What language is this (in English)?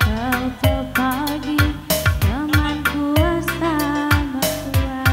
Batak Karo